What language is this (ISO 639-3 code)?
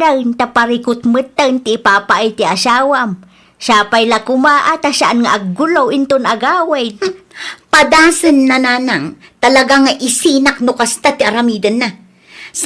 ilo